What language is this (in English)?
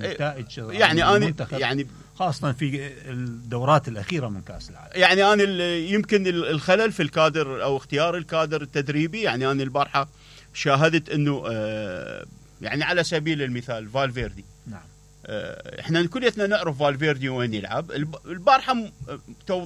Mesopotamian Arabic